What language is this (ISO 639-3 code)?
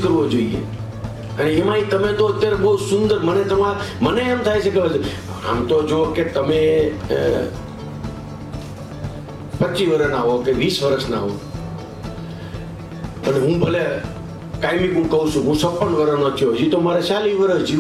guj